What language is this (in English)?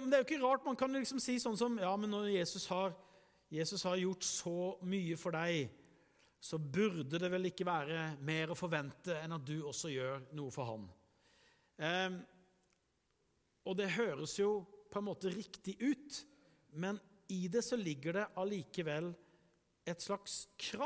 Norwegian